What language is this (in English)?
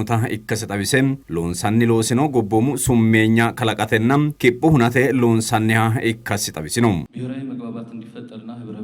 Sidamo